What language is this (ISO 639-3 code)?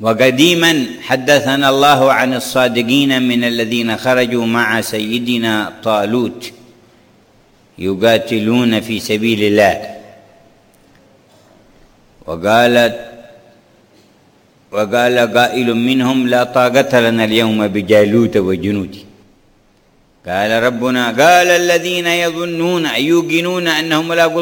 ara